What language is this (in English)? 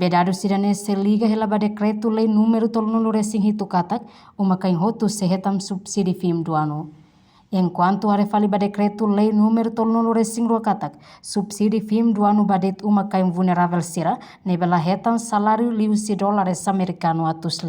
Tetum